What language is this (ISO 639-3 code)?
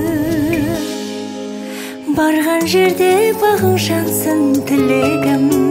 kaz